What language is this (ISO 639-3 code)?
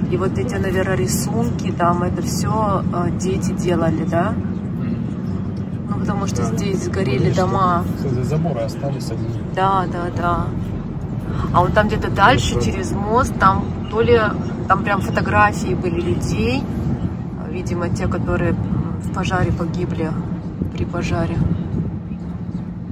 rus